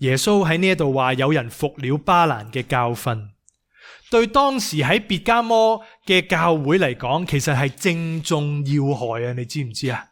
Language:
Cantonese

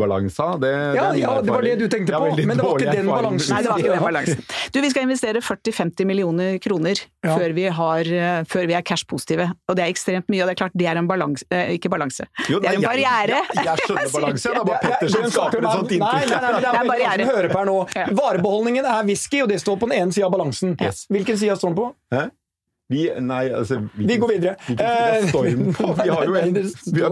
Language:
Norwegian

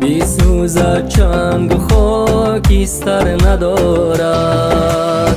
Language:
Tajik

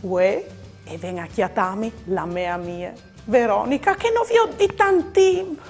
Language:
Friulian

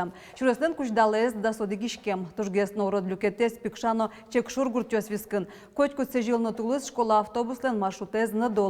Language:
Udmurt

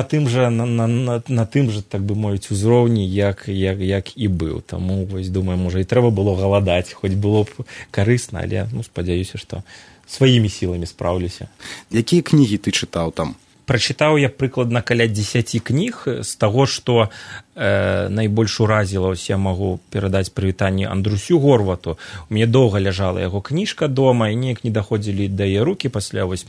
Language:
Belarusian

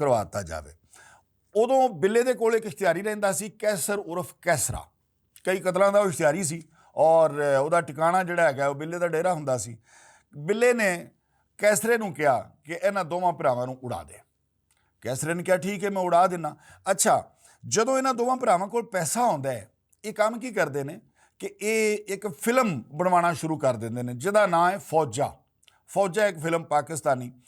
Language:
Western Panjabi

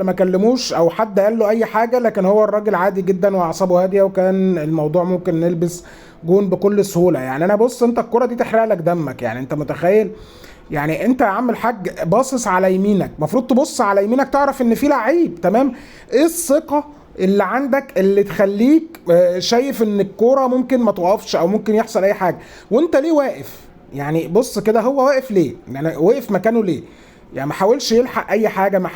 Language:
Egyptian Arabic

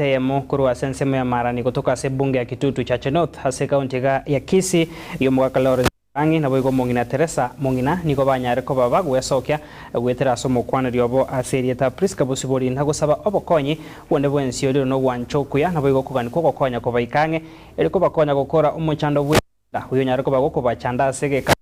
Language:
Gusii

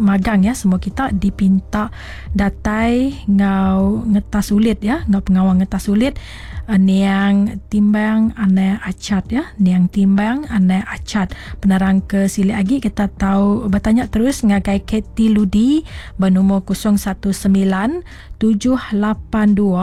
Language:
Iban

